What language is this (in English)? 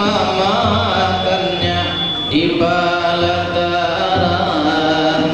Banjar